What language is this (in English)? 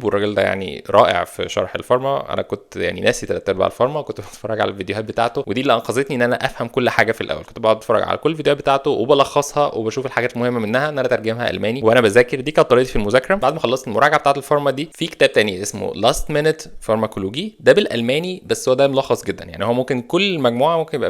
Egyptian Arabic